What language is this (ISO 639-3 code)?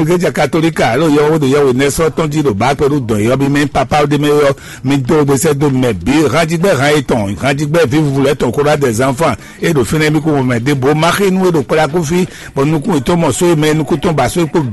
fon